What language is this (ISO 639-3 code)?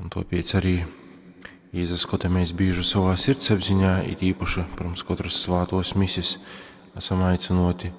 ltg